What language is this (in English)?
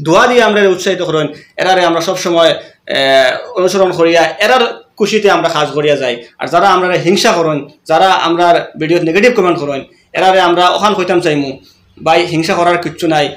Sylheti